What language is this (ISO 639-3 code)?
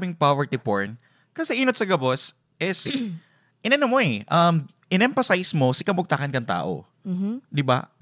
bik